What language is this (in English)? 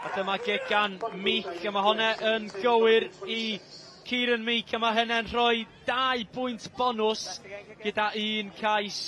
Welsh